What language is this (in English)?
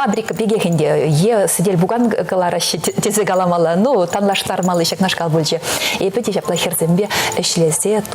Chuvash